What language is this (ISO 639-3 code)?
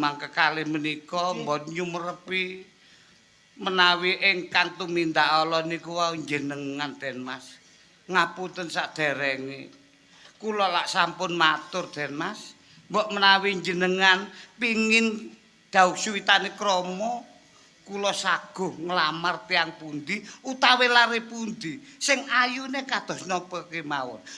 jav